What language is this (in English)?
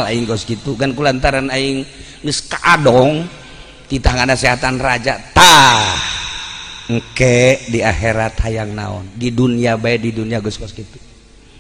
Sundanese